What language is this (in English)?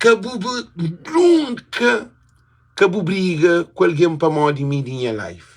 Kabuverdianu